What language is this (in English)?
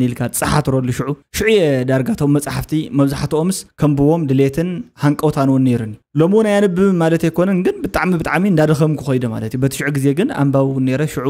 Tigrinya